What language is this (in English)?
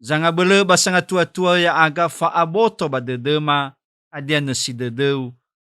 Nias